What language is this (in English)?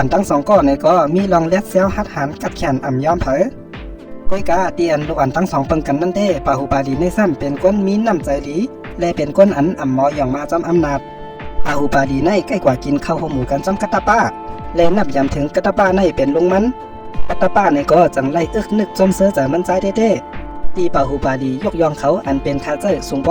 Shan